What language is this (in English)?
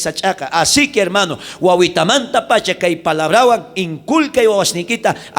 South Bolivian Quechua